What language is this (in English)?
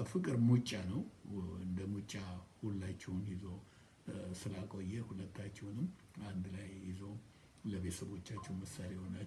Amharic